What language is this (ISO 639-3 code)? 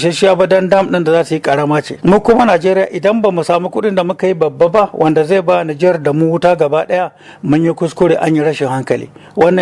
hau